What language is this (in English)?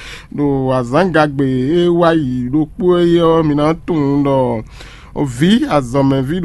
Fon